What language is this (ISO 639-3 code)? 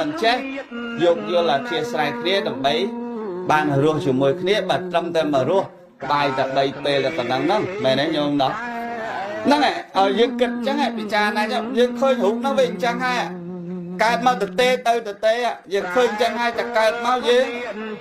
khm